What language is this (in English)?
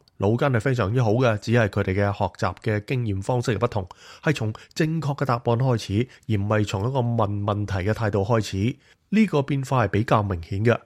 Cantonese